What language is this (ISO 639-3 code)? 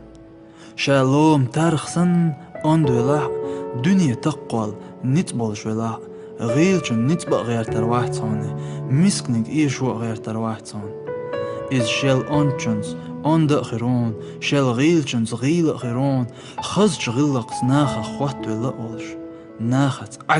che